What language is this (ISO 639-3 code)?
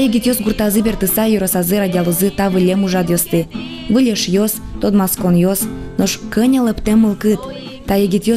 udm